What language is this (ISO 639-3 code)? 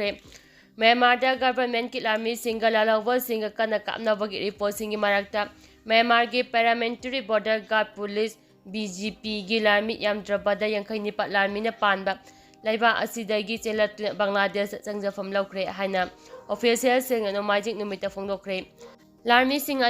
mni